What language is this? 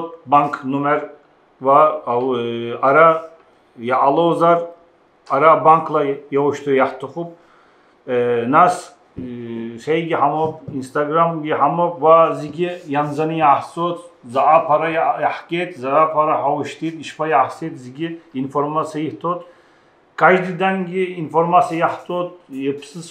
Abkhazian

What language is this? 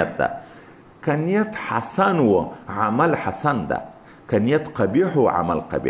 Pashto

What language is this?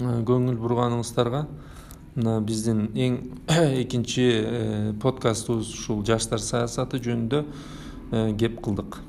Kyrgyz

